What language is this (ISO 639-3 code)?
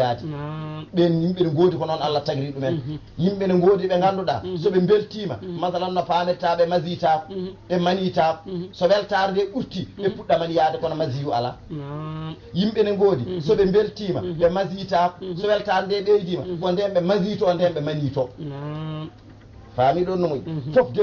ful